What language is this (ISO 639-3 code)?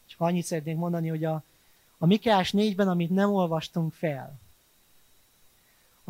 hun